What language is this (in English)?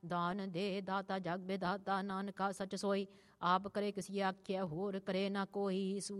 Punjabi